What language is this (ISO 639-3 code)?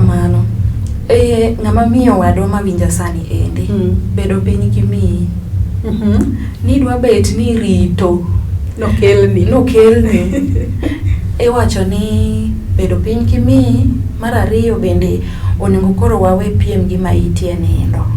luo